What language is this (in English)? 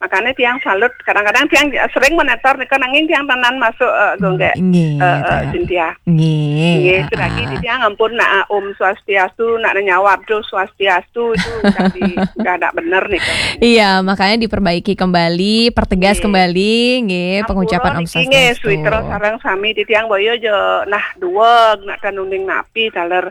Balinese